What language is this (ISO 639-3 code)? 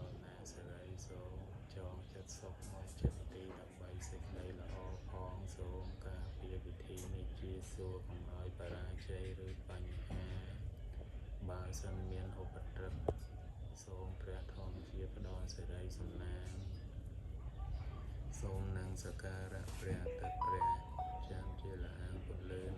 khm